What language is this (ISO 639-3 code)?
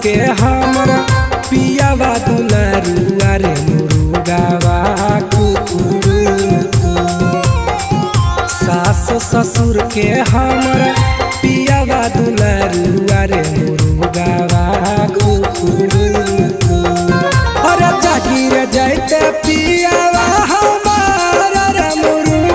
bho